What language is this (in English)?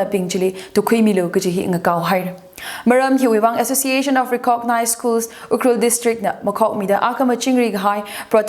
Tangkhul Naga (India)